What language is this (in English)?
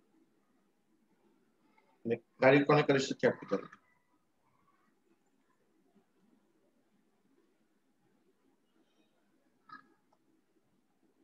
Gujarati